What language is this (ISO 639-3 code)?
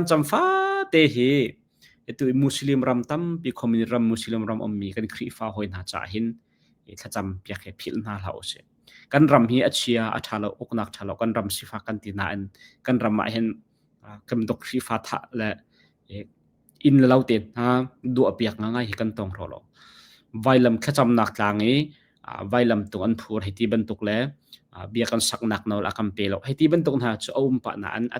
cnh